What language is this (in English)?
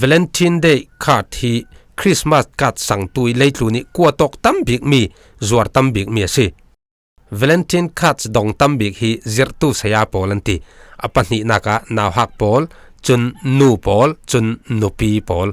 Falam Chin